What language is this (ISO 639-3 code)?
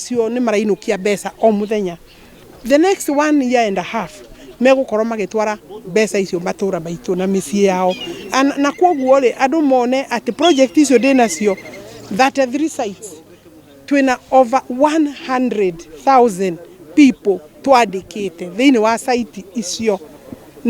kik